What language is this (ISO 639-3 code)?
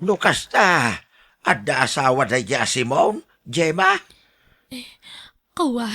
ilo